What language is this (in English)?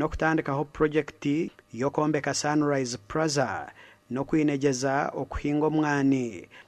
Nyankole